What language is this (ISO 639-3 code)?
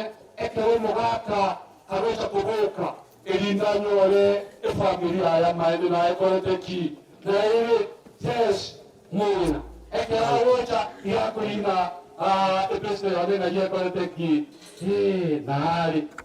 guz